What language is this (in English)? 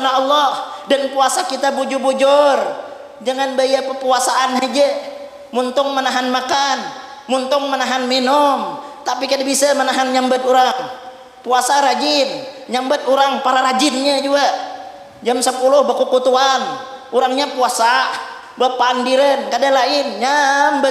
Banjar